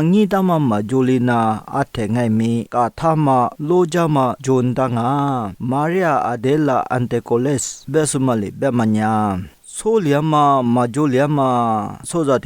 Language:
Lisu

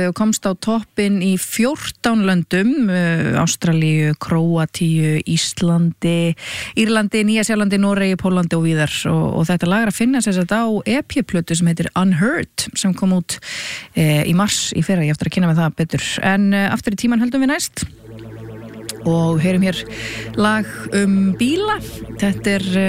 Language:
Icelandic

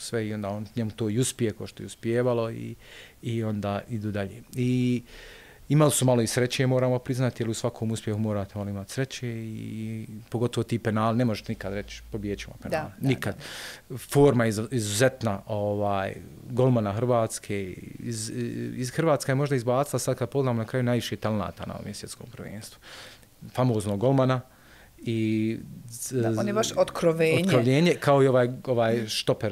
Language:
Bosnian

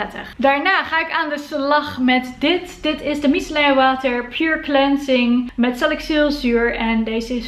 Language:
Dutch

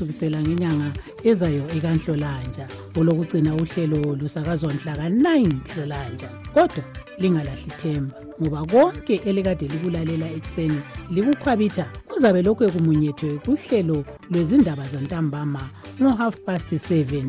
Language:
North Ndebele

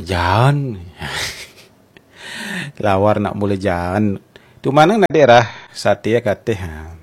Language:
Balinese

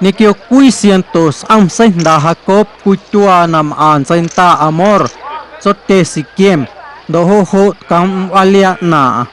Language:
Guerrero Amuzgo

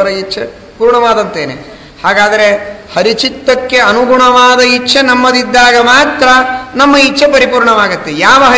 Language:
Kannada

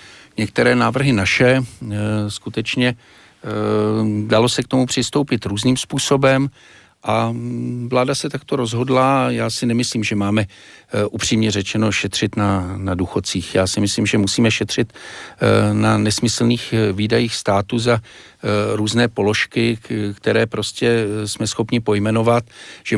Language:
Czech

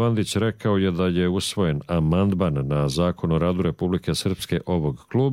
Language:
Croatian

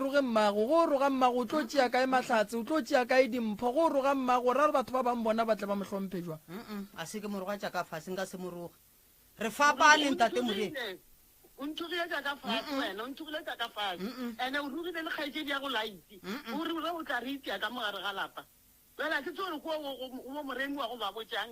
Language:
Northern Sotho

